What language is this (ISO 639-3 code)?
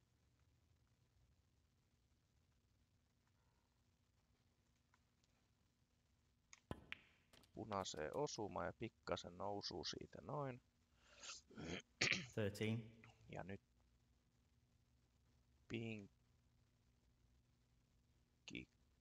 fin